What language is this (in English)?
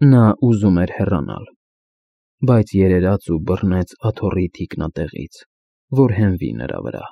Armenian